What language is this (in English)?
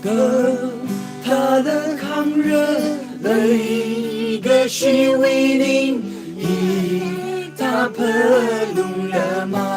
Tangkhul Naga (India)